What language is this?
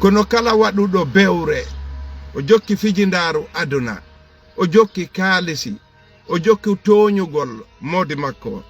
Fula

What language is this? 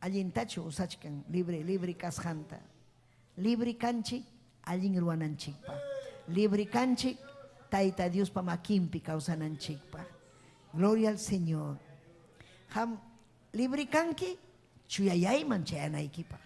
Ayacucho Quechua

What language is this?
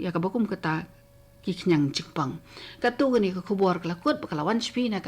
Khasi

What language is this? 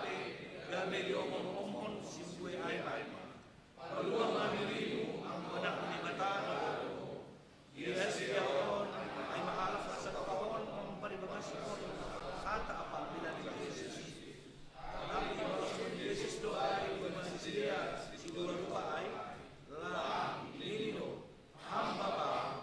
Batak Simalungun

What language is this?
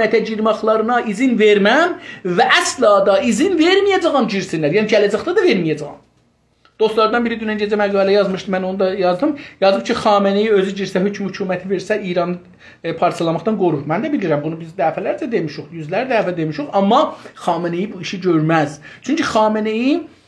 South Azerbaijani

